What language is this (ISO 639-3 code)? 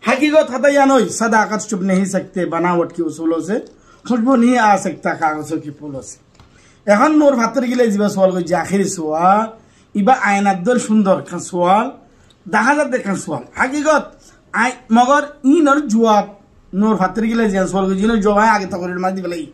rhg